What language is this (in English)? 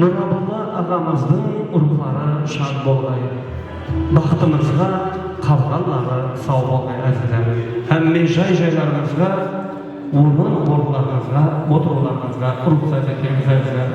Kara-Kalpak